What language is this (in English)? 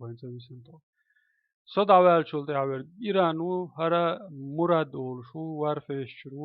Chechen